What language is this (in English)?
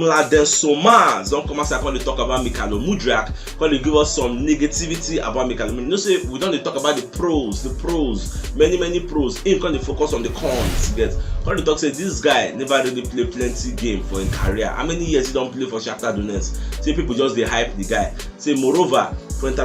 Nigerian Pidgin